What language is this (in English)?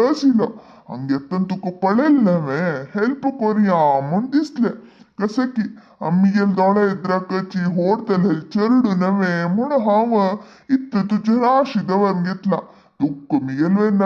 Konkani